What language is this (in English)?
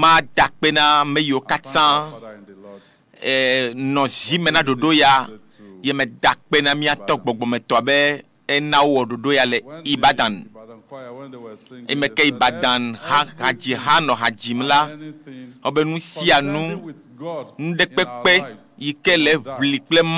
Ewe